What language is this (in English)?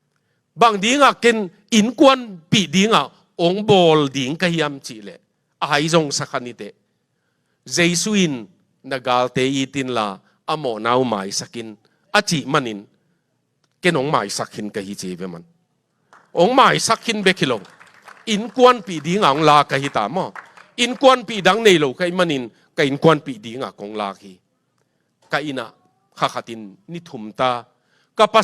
Tedim Chin